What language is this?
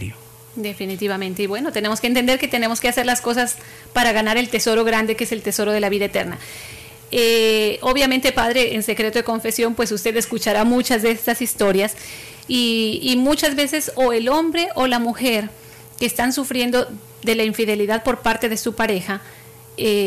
Spanish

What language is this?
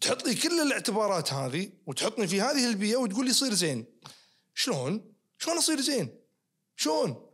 Najdi Arabic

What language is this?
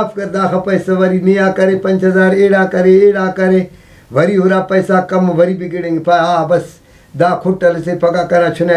Brahui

